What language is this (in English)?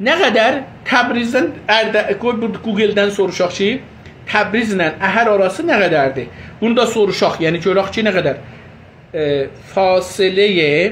South Azerbaijani